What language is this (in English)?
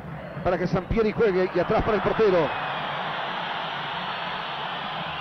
Spanish